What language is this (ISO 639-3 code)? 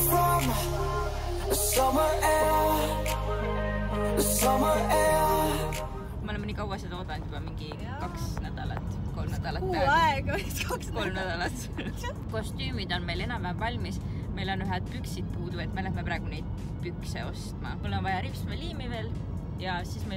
est